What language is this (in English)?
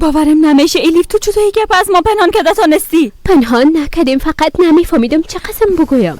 Persian